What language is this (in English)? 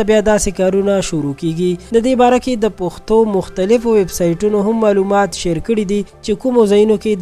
Pashto